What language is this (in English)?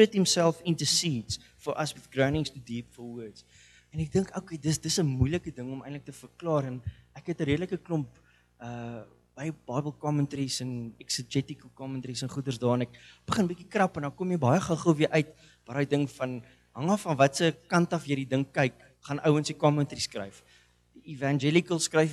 Afrikaans